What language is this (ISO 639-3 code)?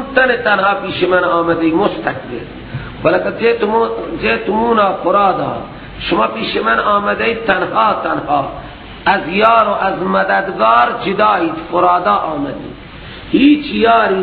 fas